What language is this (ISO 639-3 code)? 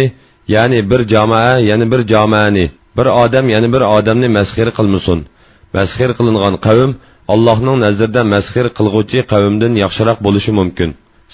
uig